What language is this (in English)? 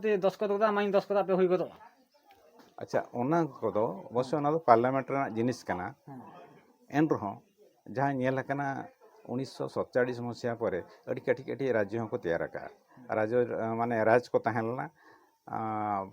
Santali